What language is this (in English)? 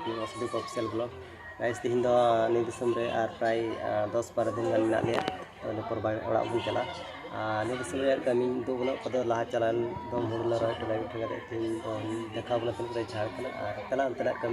Santali